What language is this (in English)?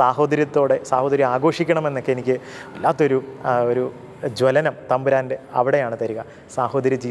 Malayalam